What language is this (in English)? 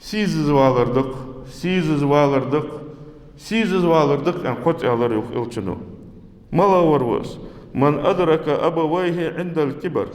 Ingush